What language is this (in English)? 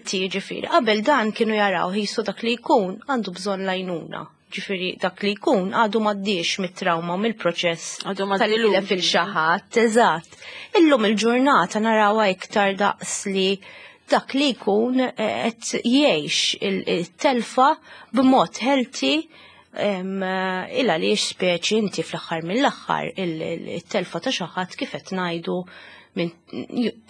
Maltese